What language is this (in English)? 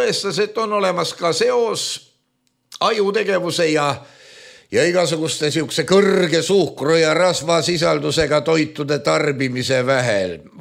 Estonian